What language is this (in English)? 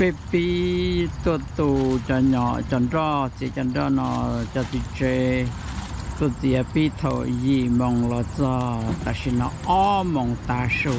Hmong